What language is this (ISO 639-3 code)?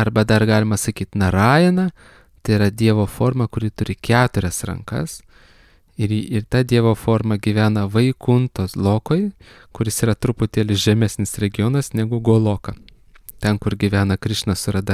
lit